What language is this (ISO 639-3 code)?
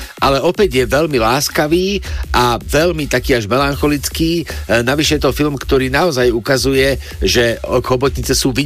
slk